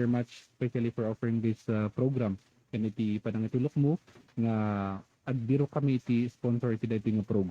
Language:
Iloko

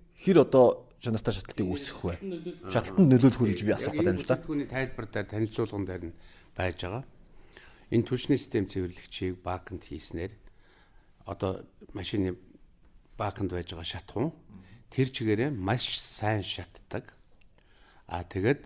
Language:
Mongolian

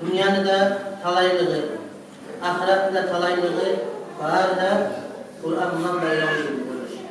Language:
Kumyk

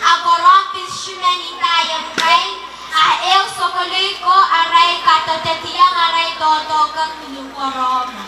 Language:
Pohnpeian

